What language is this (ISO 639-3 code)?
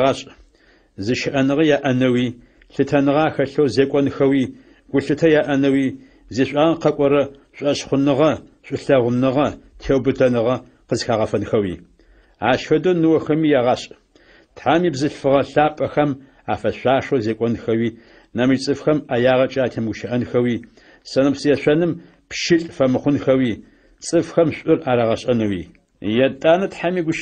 ady